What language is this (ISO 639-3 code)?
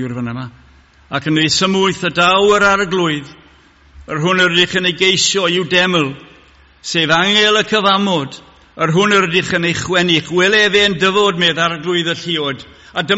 cym